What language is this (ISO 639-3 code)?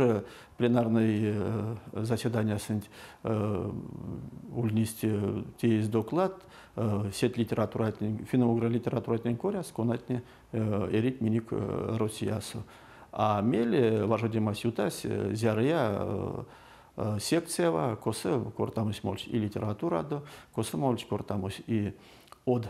myv